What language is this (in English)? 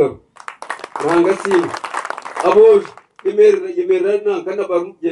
Nyankole